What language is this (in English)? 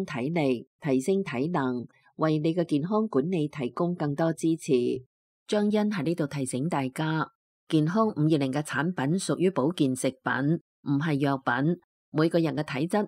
Cantonese